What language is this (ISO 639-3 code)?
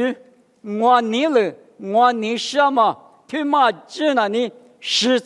lis